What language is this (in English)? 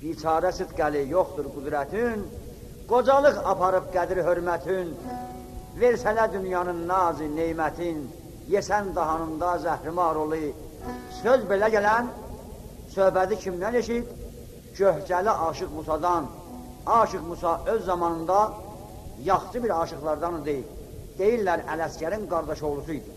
South Azerbaijani